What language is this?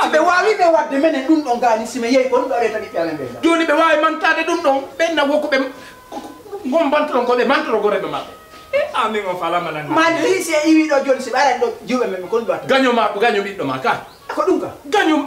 Fula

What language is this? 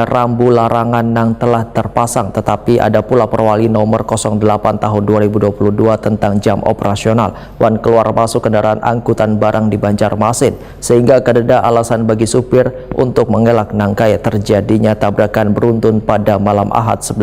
Banjar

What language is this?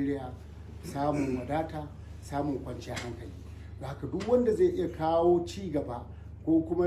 Hausa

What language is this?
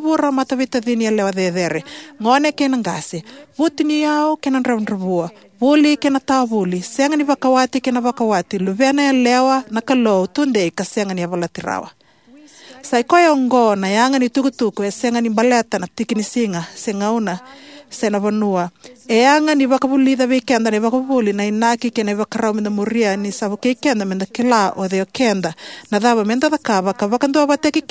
Fijian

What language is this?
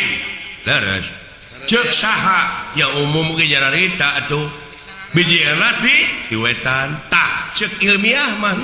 Sundanese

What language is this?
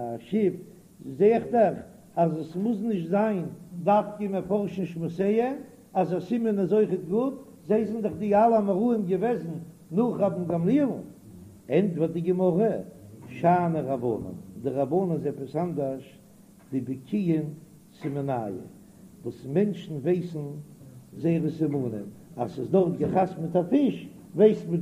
Yiddish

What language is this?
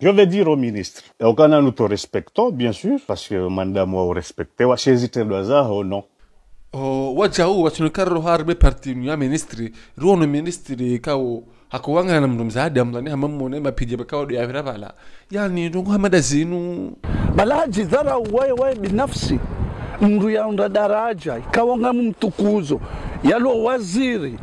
Ngazidja Comorian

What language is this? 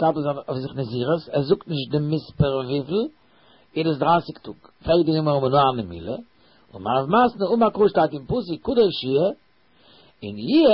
Yiddish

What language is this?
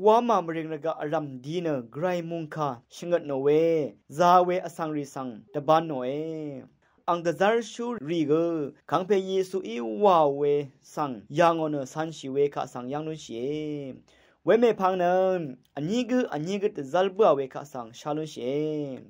Rawang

